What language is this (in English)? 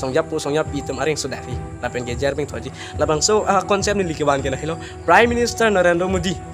Karbi